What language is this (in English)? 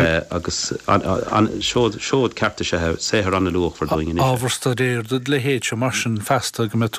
Irish